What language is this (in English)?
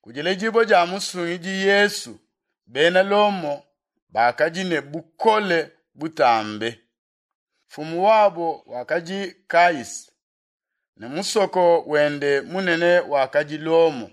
Luba-Lulua